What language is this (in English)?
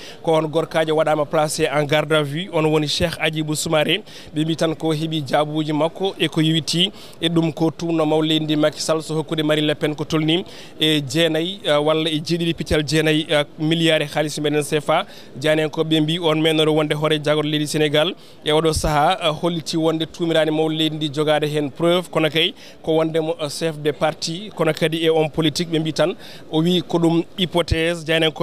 Fula